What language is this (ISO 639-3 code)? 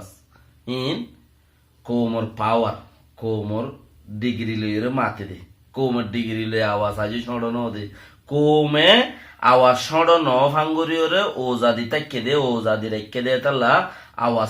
rhg